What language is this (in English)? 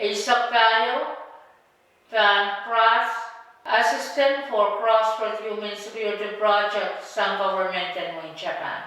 Pohnpeian